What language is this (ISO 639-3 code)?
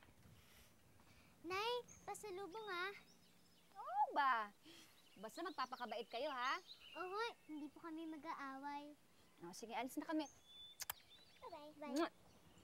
fil